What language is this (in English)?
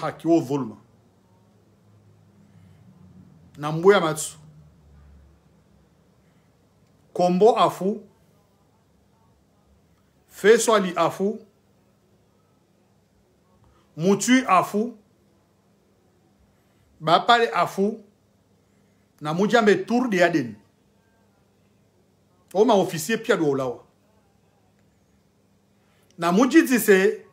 Swahili